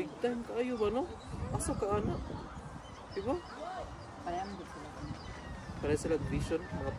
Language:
Cebuano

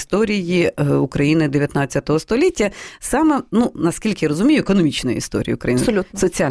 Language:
Ukrainian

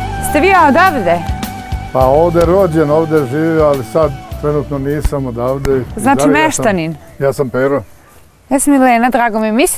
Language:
Serbian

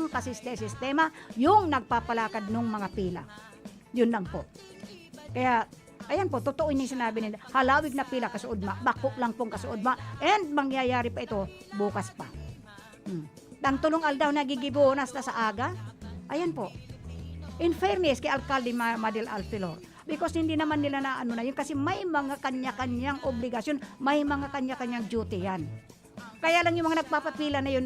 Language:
Bikol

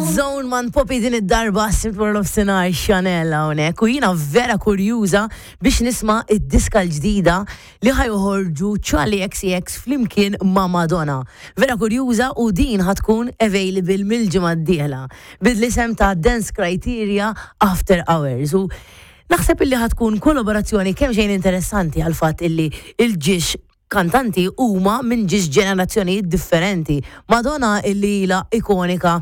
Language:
Maltese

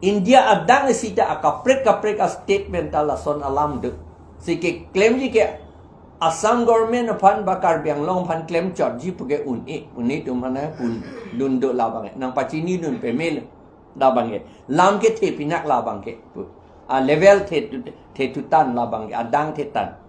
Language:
Karbi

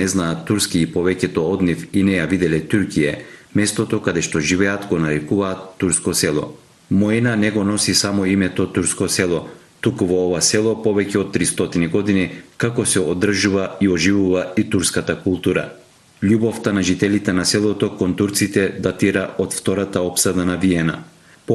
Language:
Macedonian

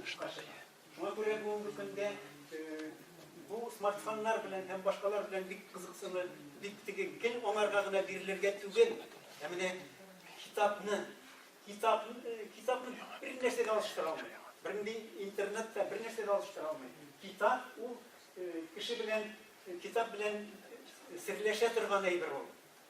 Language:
Tatar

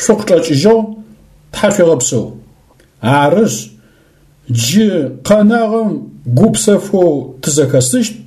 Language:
Adyghe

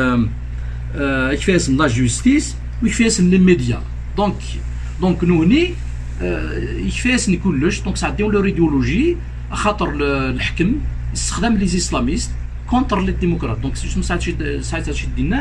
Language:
Kabyle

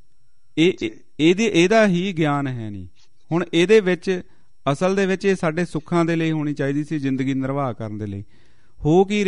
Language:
Punjabi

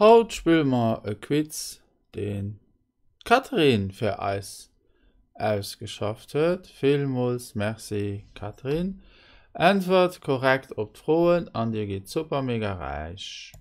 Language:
Luxembourgish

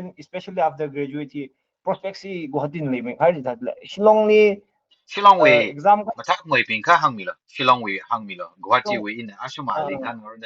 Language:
Tangkhul Naga (India)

